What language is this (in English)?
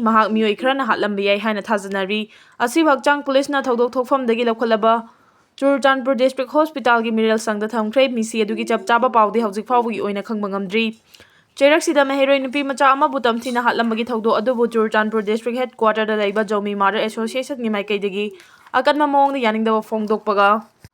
Manipuri